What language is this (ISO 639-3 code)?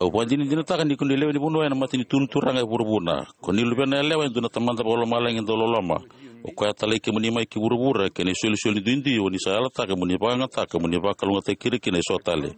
fij